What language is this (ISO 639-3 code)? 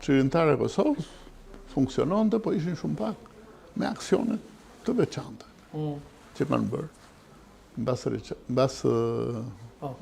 sqi